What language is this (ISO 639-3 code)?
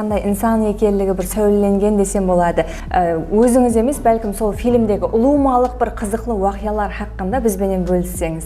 kaa